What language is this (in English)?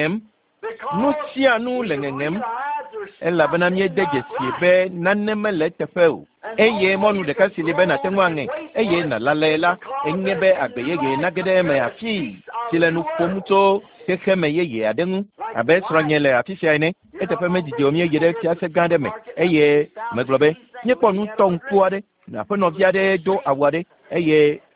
Ewe